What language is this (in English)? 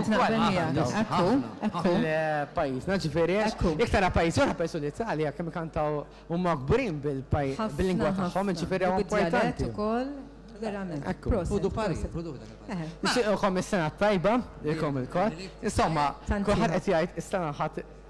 Maltese